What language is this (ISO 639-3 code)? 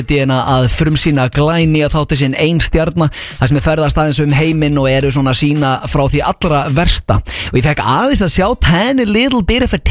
isl